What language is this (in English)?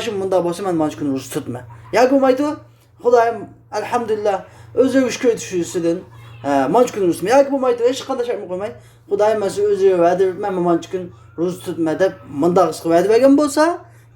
Uyghur